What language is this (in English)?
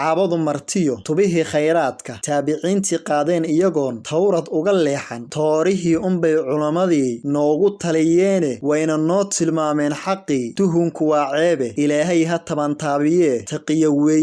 Somali